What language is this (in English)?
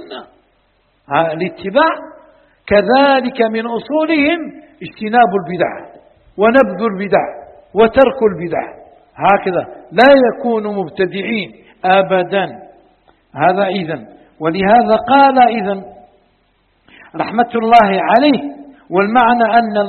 Arabic